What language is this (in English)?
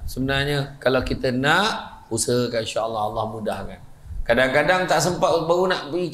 Malay